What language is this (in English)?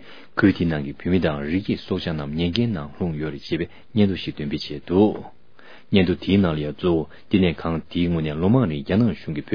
Tibetan